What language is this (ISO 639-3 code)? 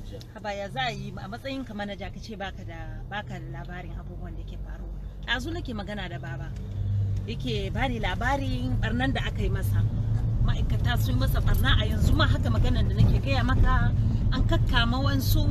hau